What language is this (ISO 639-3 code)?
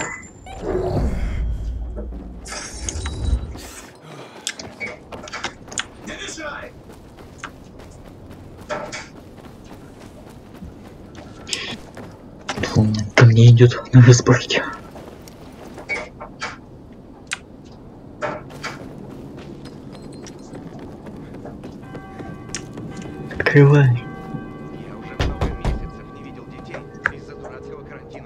rus